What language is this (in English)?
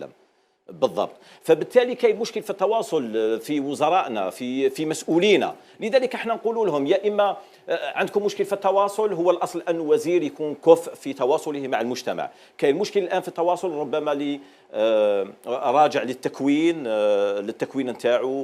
Algerian Arabic